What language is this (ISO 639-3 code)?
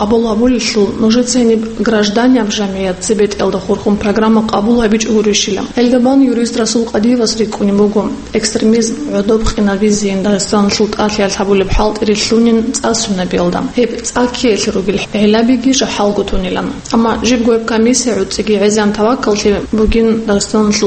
ava